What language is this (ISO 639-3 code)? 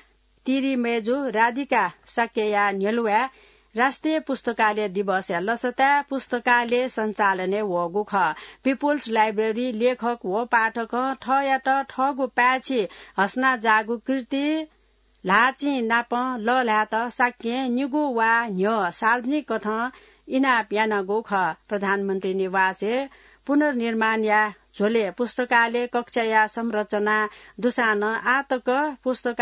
new